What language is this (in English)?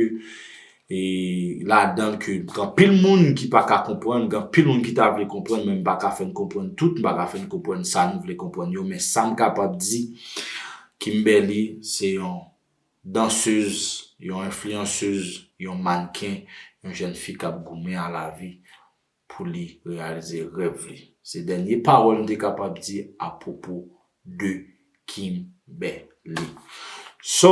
Haitian Creole